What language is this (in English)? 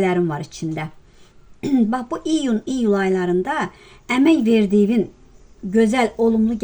Azerbaijani